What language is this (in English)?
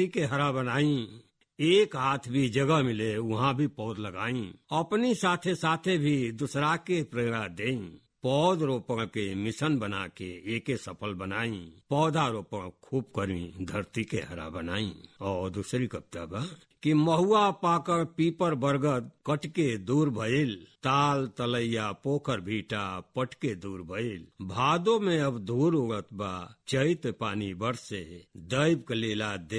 Bhojpuri